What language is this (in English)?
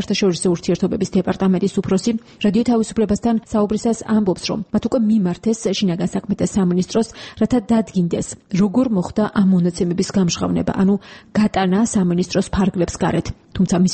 Georgian